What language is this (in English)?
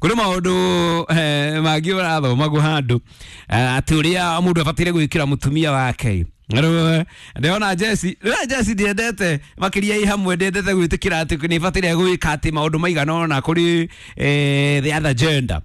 Kikuyu